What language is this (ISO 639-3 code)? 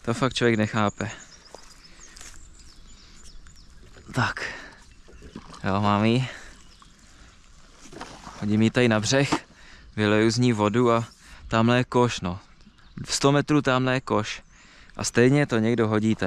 ces